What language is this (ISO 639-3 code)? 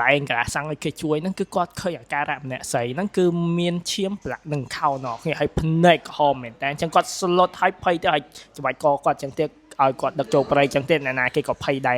khm